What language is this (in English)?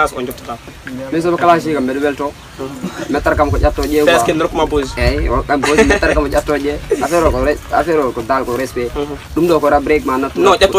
Pular